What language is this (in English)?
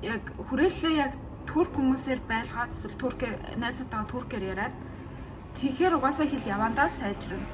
Mongolian